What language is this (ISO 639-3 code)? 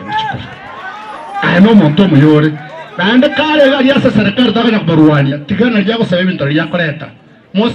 guz